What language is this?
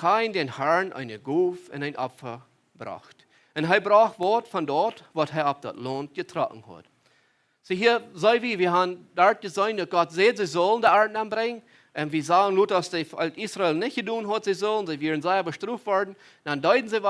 Plautdietsch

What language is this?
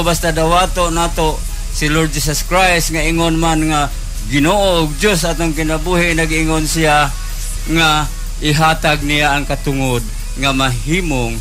Cebuano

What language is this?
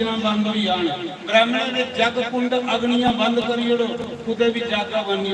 Dogri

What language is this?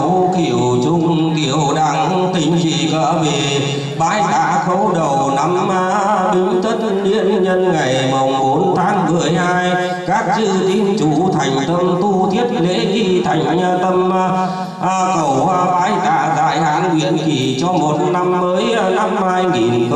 Vietnamese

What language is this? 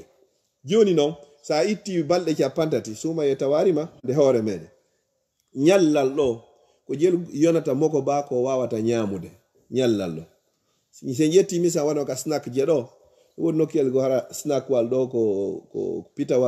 Fula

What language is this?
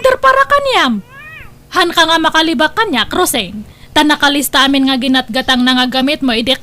Iloko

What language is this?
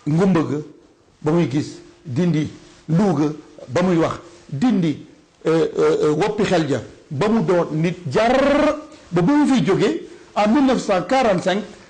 Wolof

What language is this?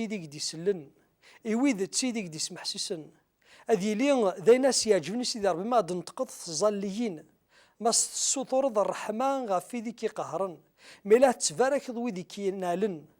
Kabyle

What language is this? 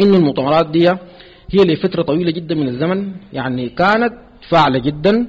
Sudanese Arabic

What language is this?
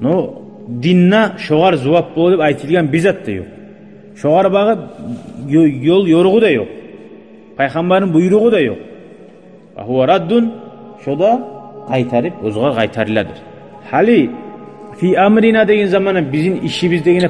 Kumyk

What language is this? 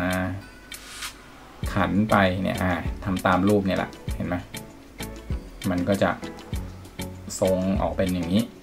Thai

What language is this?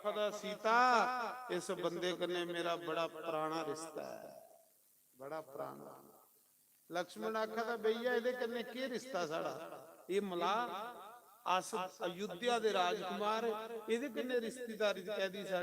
Dogri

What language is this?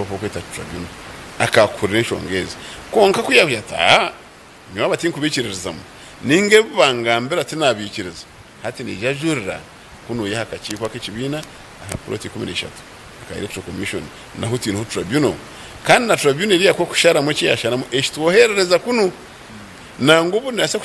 Nyankole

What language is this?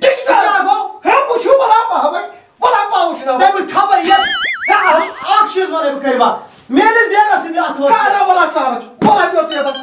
Kashmiri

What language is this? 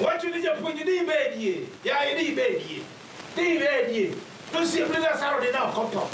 Luo (Kenya and Tanzania)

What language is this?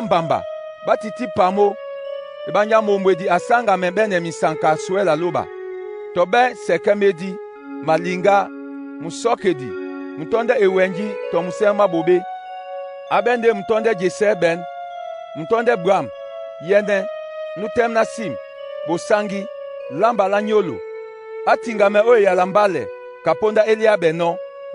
Duala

